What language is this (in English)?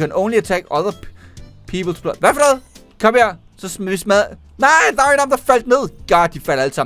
Danish